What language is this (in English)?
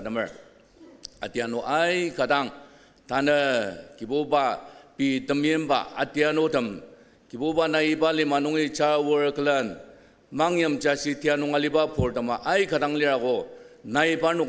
Ao Naga